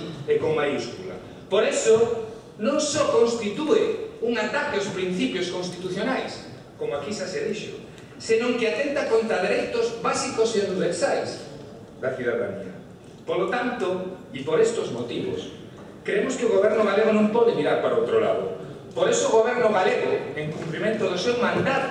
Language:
Galician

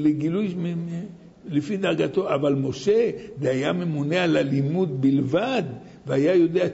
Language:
Hebrew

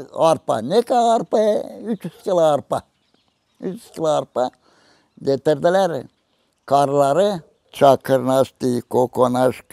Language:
Gagauz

